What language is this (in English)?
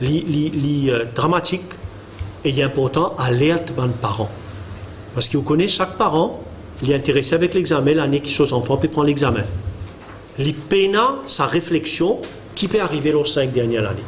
Morisyen